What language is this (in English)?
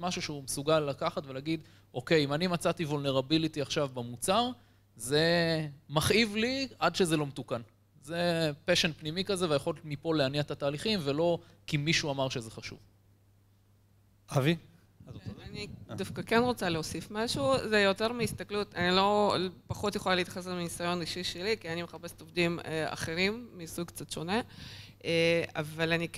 Hebrew